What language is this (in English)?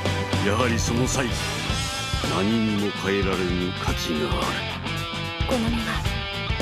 Japanese